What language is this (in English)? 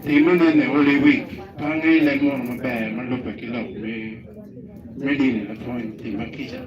Acoli